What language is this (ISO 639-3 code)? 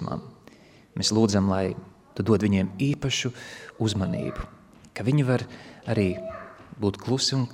lav